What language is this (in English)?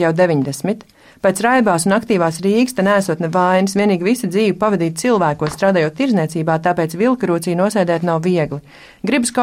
Latvian